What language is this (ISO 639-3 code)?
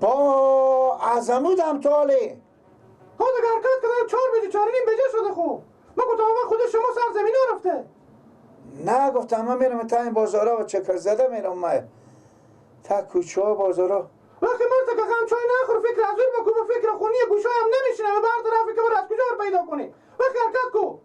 fas